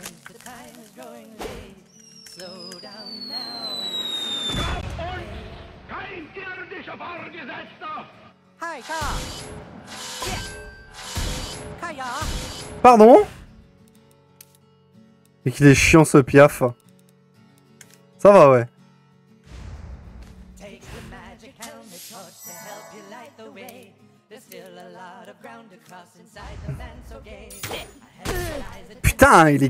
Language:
French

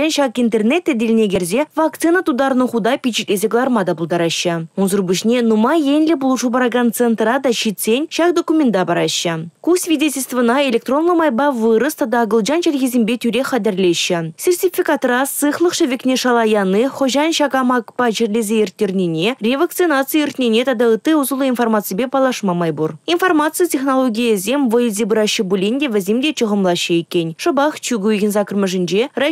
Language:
Chuvash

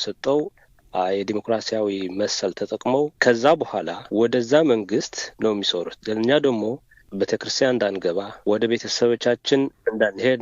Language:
Amharic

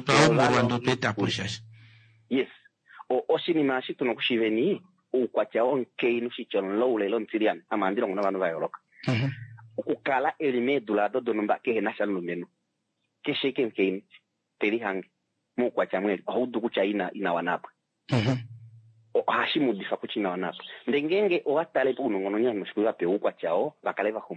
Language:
Kuanyama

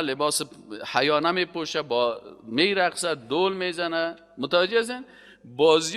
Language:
Persian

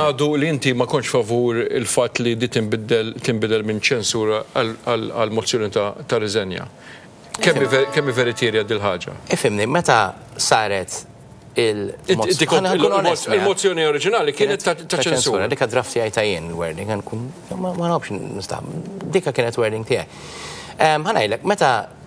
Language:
Maltese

